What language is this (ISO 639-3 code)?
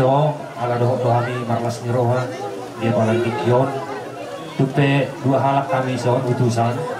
bbc